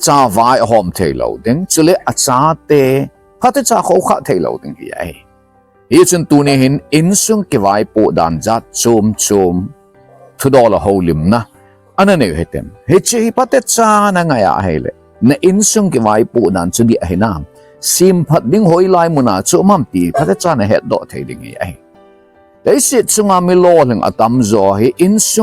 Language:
Thado Chin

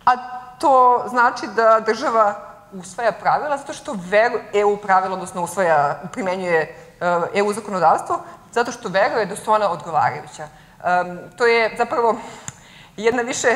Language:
Serbian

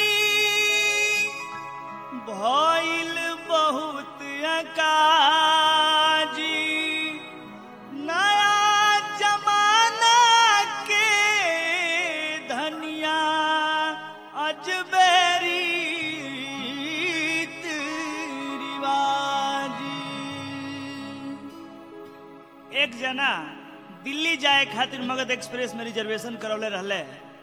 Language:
Bhojpuri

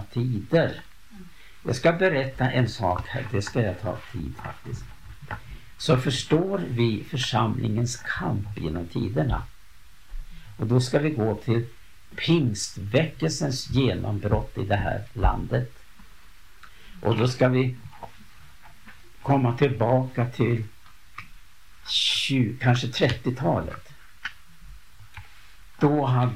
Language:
Swedish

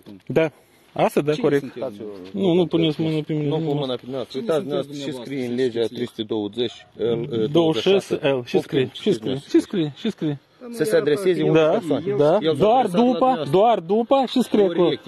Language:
Romanian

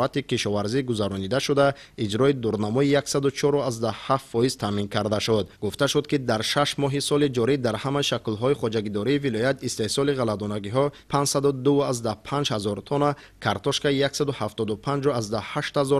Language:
Tajik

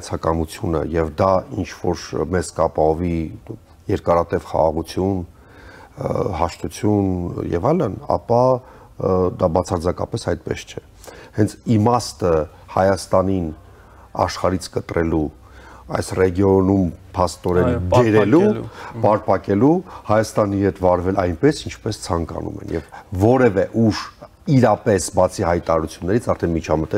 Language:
Armenian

